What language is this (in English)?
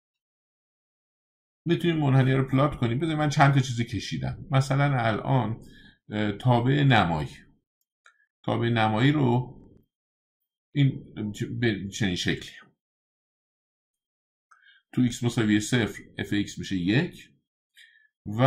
Persian